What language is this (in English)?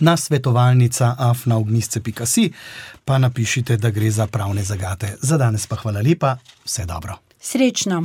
Slovenian